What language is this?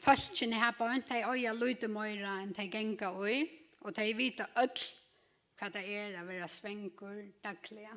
Faroese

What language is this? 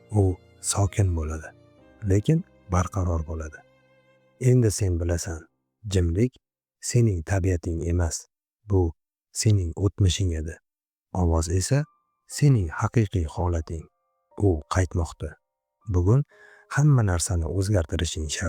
Uzbek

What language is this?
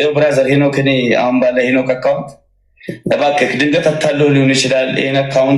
Amharic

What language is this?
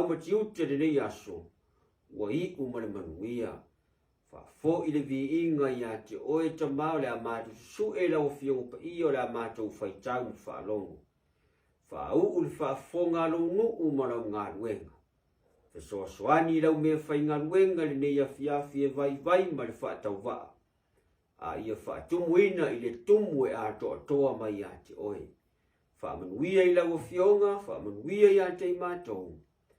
Samoan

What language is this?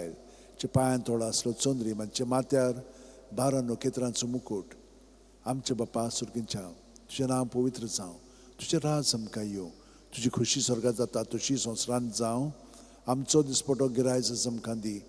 Konkani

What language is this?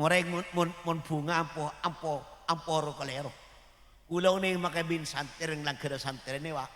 Madurese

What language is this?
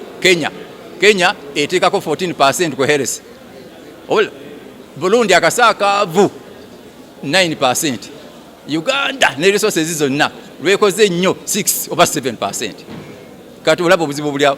Ganda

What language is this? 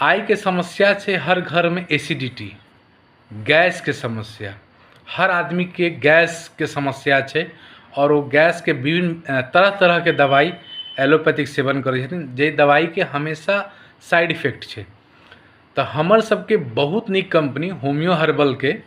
Maithili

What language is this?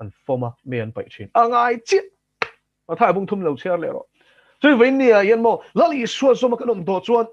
Mizo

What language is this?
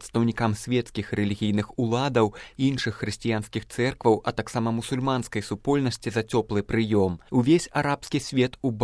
Belarusian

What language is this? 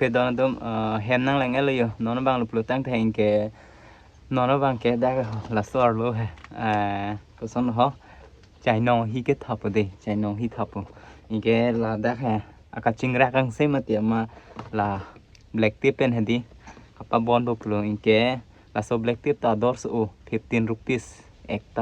Karbi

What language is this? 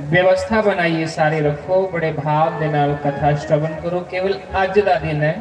Dogri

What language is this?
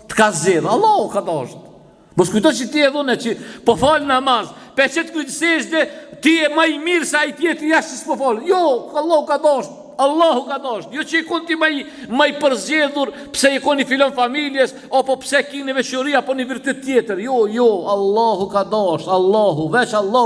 Albanian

